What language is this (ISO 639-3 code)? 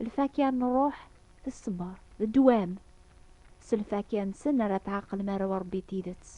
kab